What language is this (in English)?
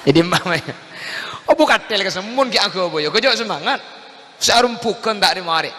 Madurese